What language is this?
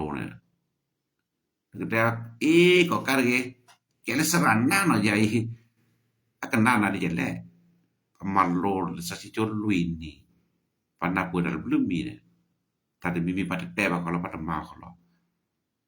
S'gaw Karen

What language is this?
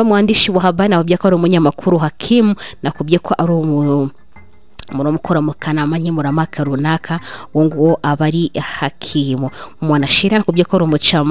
Kinyarwanda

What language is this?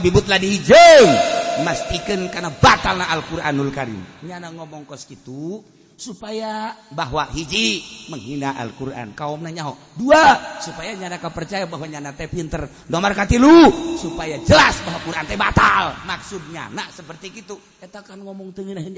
Sundanese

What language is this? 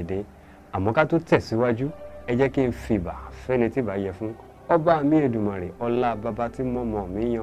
Yoruba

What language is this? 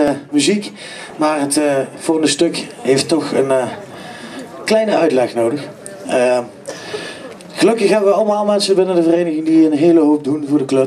Dutch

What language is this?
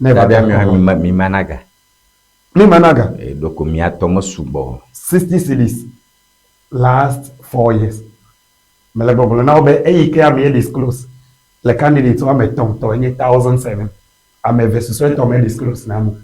Ewe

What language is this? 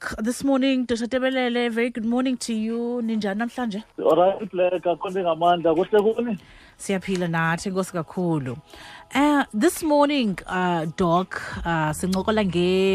Xhosa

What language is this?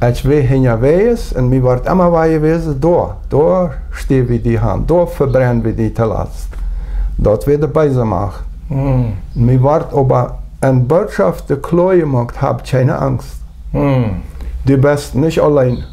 Plautdietsch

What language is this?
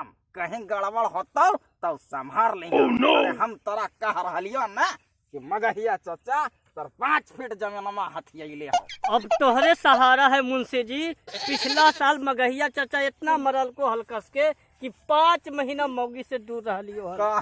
Magahi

